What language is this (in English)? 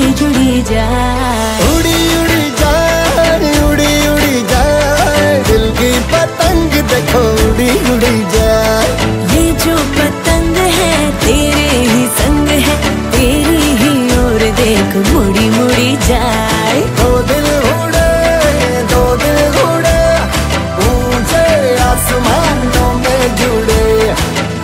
Hindi